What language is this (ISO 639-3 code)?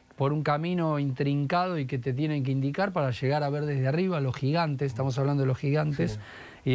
spa